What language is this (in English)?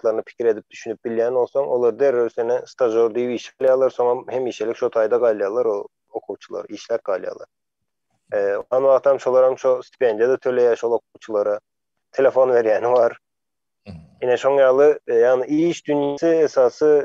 Turkmen